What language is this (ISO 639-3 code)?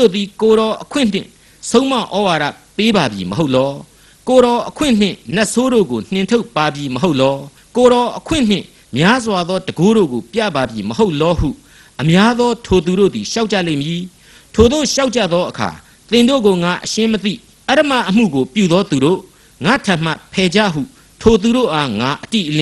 mya